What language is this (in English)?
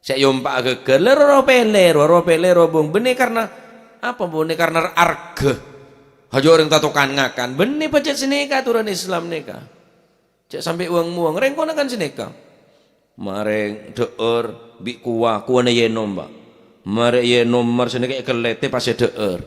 Madurese